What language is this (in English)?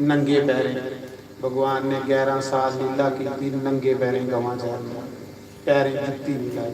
Dogri